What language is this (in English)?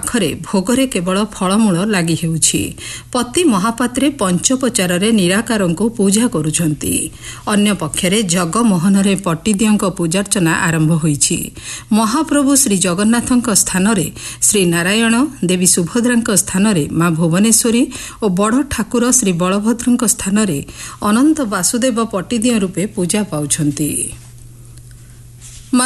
Odia